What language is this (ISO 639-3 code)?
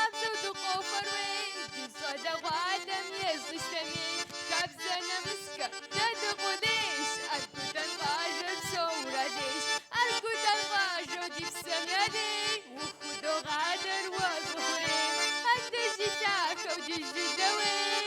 kbd